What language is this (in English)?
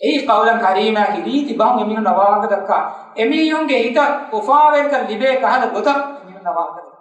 Divehi